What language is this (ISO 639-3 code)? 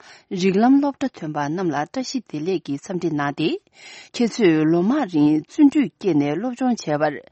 bod